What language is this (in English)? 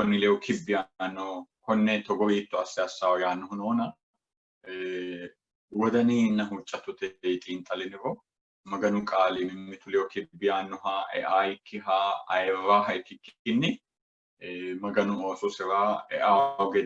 Sidamo